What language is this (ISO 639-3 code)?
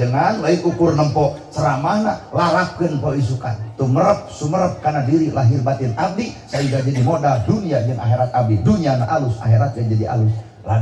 sun